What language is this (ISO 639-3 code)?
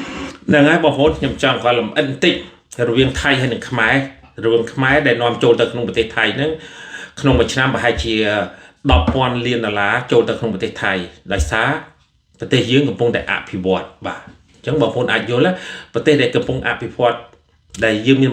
khm